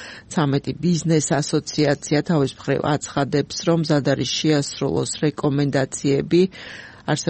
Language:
Georgian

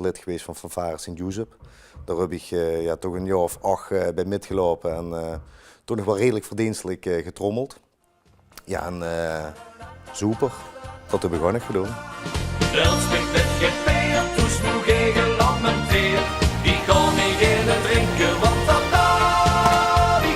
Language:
Limburgish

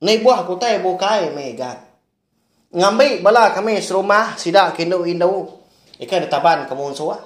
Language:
Iban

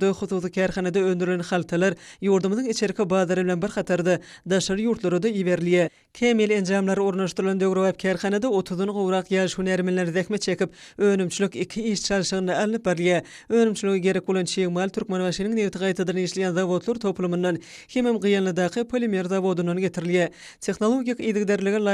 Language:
Turkmen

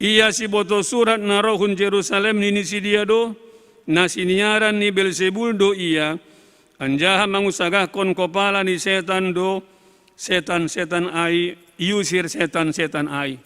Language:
Batak Simalungun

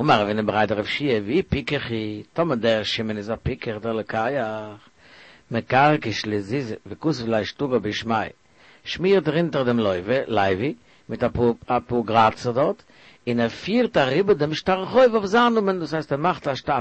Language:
Yiddish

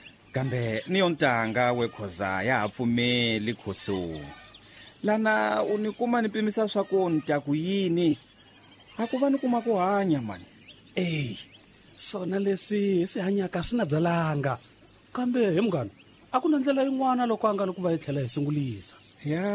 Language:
Tsonga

